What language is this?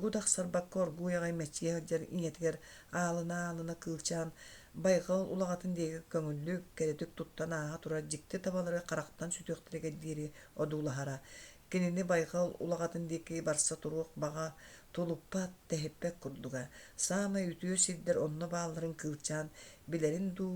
Yakut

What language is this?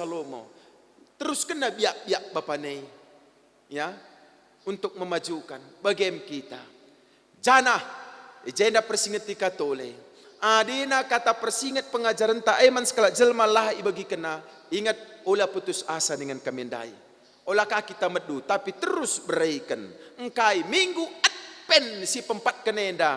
Batak Karo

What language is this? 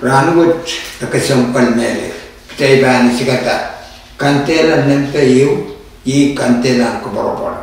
Pohnpeian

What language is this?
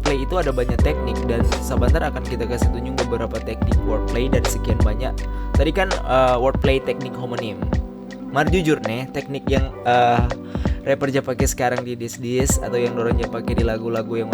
Manado Malay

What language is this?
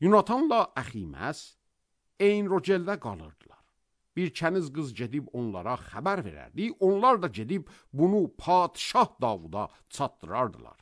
Azerbaijani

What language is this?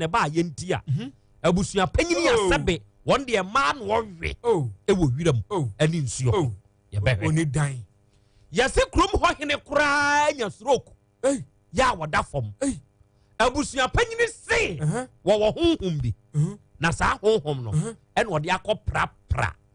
Akan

